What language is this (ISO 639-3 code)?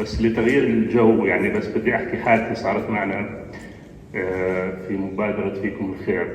apc